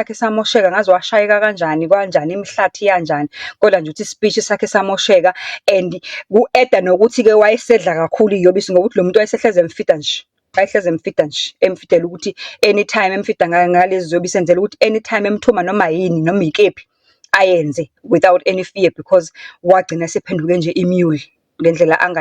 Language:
Zulu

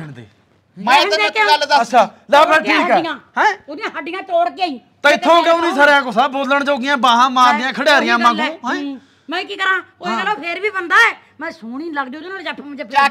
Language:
Punjabi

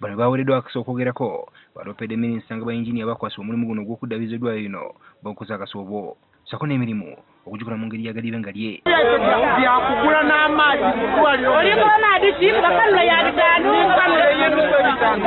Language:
Ganda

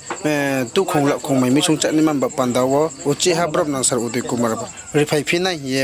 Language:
Riang (India)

